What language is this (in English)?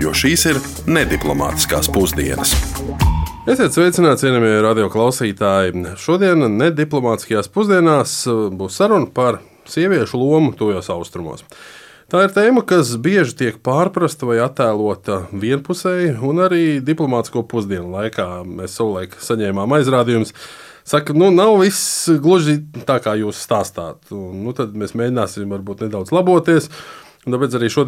Latvian